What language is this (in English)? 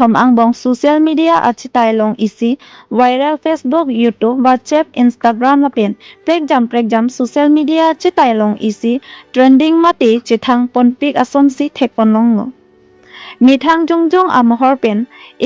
Karbi